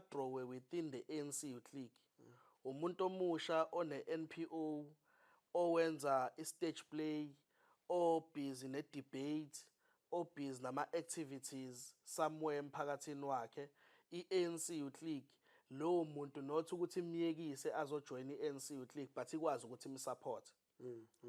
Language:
Zulu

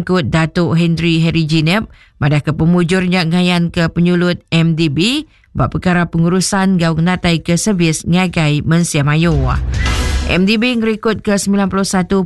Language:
Iban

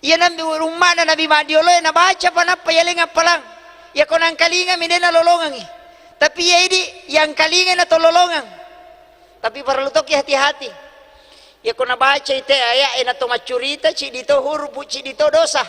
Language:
Buginese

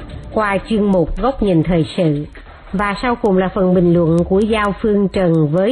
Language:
Vietnamese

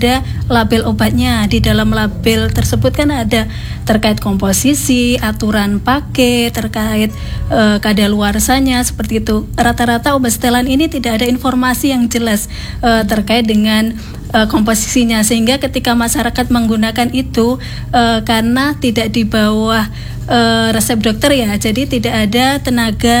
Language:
Indonesian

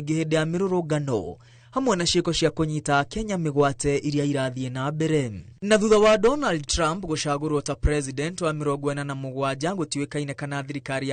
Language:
Kikuyu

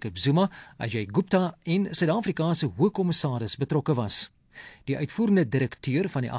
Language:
Afrikaans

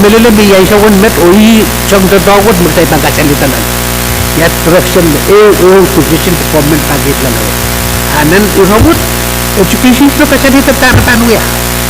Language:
Pohnpeian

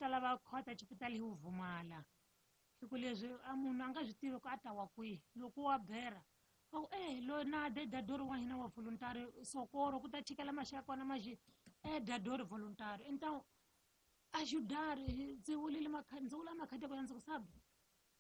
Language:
Tsonga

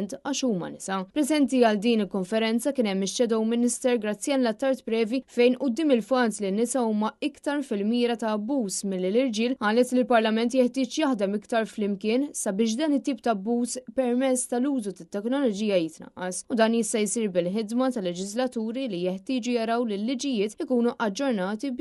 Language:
Maltese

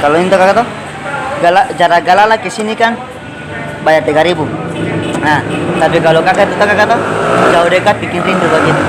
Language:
Ambonese Malay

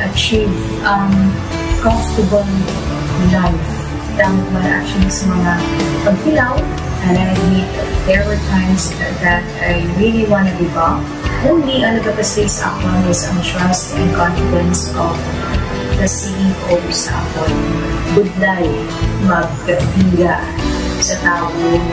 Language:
Hiligaynon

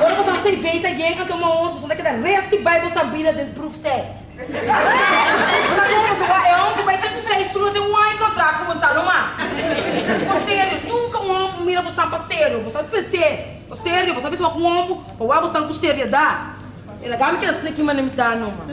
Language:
Papiamento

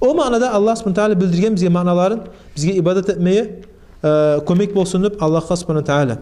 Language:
Kumyk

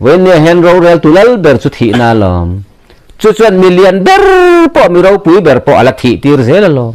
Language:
Mizo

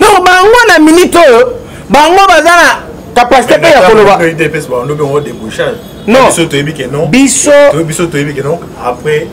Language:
Lingala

